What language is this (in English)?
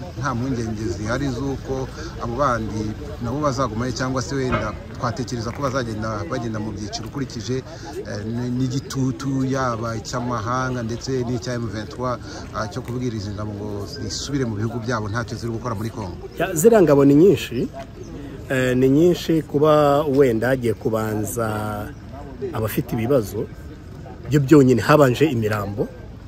Kinyarwanda